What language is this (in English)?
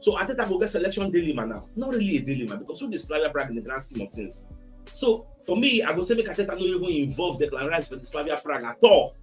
Nigerian Pidgin